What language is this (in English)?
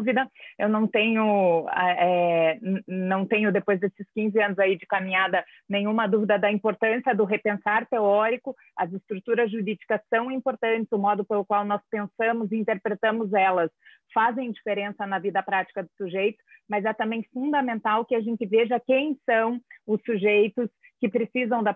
Portuguese